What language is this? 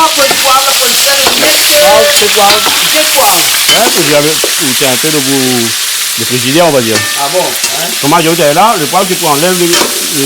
Réunion Creole French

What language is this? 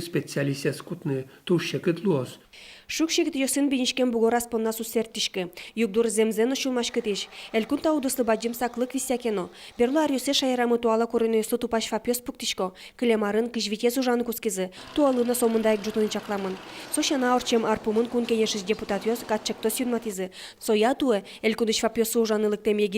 Udmurt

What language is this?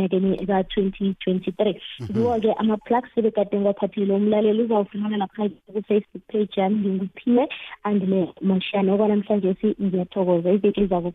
South Ndebele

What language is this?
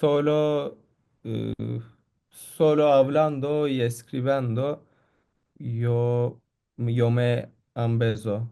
Ladino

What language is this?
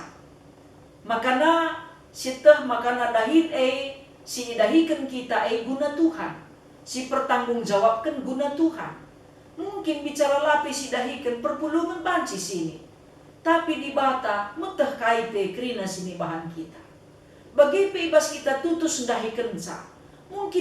Batak Karo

